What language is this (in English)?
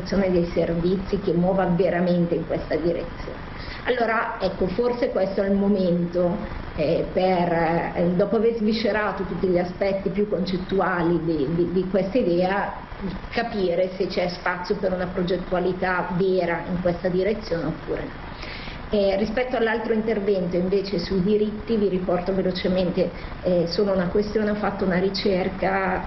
Italian